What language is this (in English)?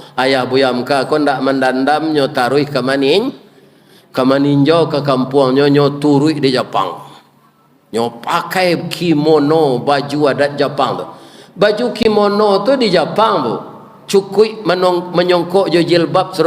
Minangkabau